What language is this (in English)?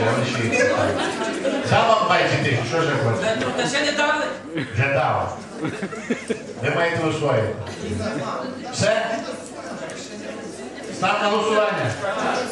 Ukrainian